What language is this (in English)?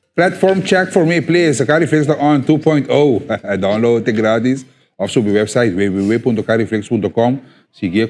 Papiamento